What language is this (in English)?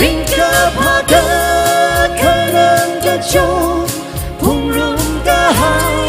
Tangkhul Naga (India)